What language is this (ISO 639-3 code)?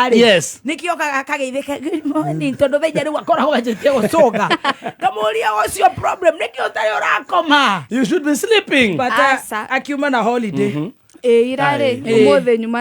kik